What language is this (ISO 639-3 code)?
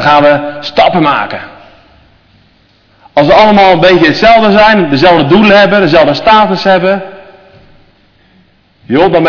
nld